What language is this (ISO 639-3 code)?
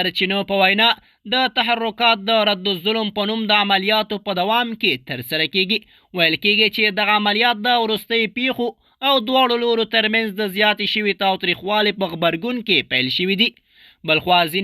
pus